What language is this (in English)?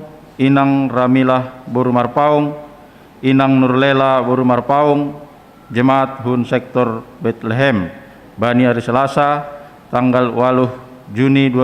Batak Simalungun